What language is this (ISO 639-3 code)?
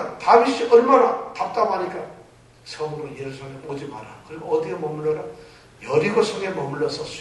kor